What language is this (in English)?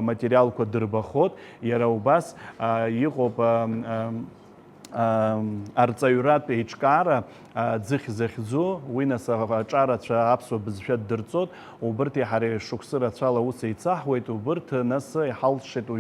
Abkhazian